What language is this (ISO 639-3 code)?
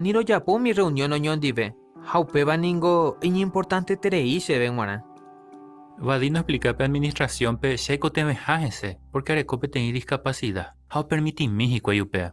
grn